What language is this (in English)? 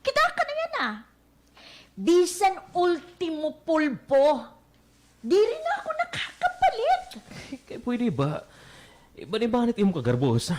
Waray